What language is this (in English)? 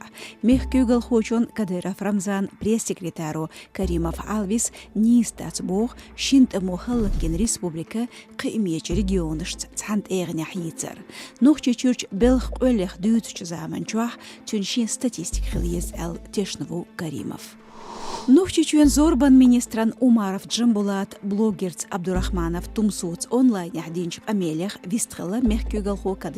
Chechen